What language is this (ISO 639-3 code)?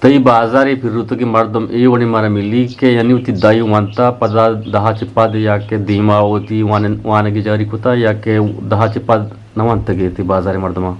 bgp